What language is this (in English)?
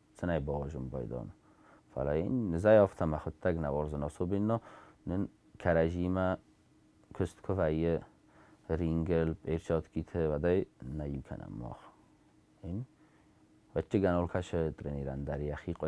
Ossetic